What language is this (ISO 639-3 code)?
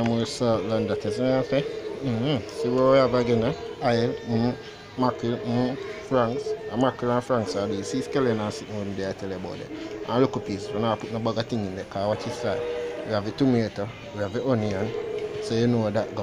jam